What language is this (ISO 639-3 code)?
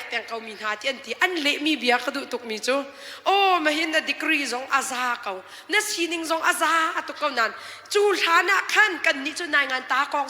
cnh